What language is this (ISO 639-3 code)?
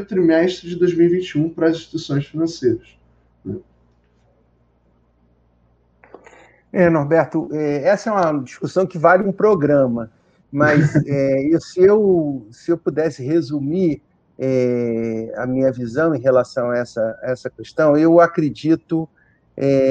por